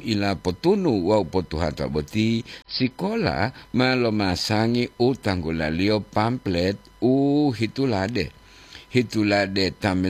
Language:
Gorontalo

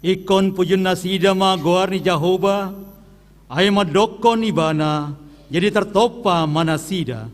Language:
Batak Toba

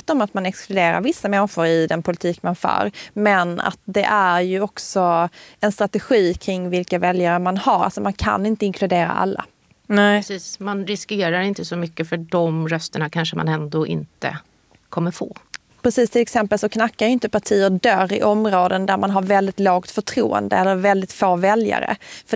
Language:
Swedish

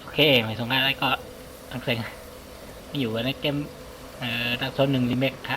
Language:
Shan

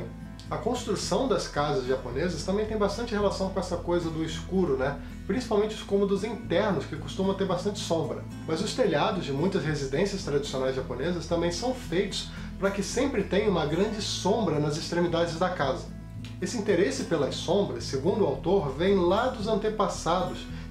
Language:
Portuguese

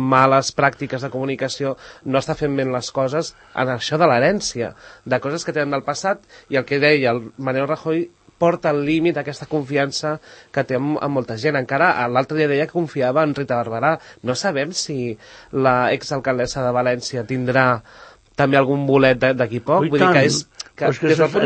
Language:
Catalan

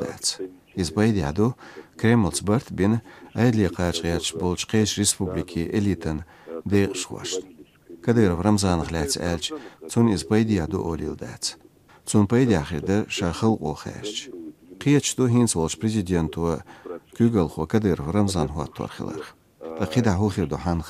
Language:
Chechen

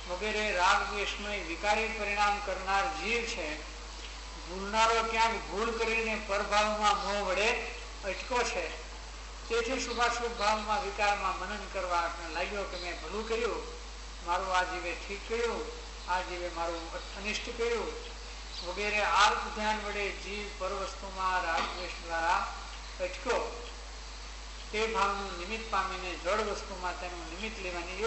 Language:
Gujarati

